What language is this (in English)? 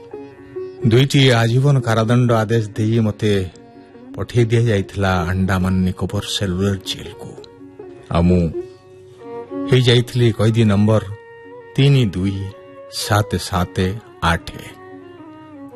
Odia